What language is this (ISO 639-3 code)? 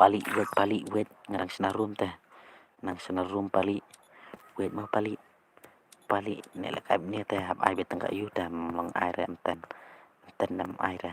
kha